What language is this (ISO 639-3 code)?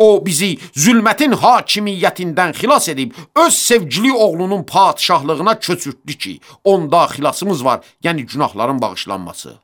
aze